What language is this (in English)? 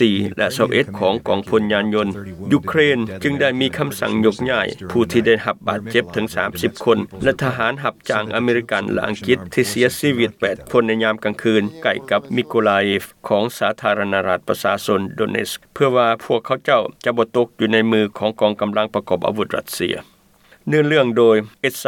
Lao